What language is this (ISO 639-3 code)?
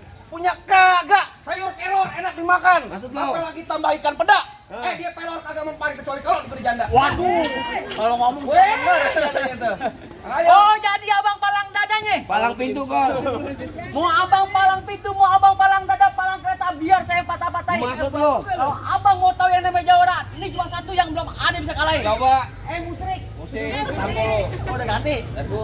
bew